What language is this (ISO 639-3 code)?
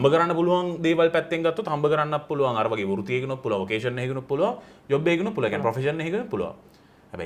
sin